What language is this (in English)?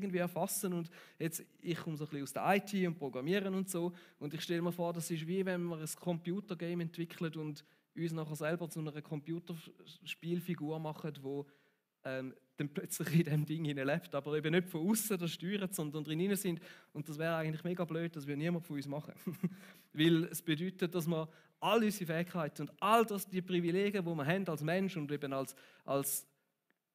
Swiss German